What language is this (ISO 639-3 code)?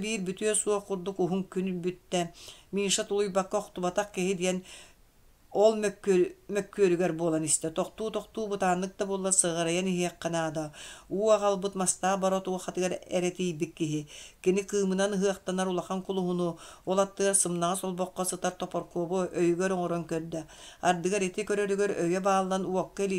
sah